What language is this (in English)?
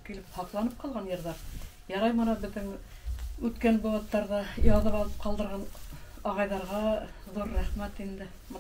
Bashkir